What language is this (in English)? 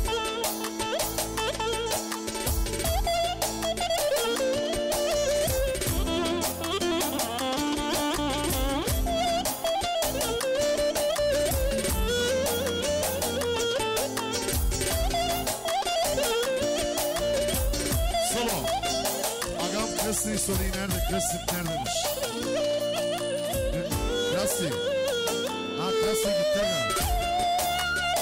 Turkish